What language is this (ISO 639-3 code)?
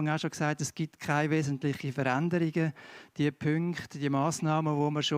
gsw